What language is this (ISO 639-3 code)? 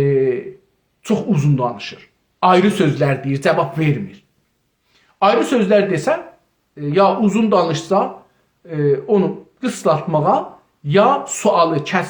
azb